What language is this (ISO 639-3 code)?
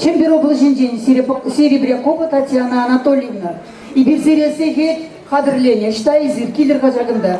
chv